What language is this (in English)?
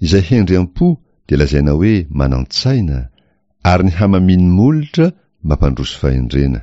Malagasy